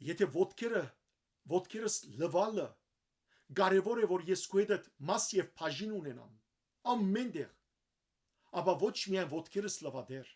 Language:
Western Armenian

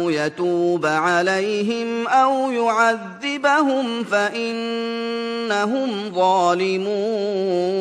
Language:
Tajik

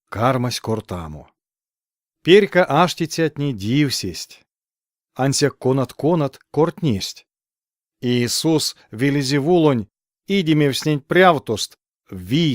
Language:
Erzya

